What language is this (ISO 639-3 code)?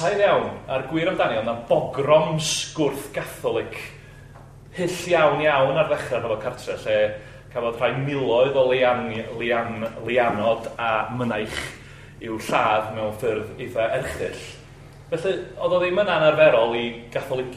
cym